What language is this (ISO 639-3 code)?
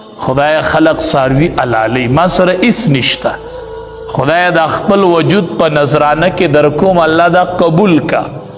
pus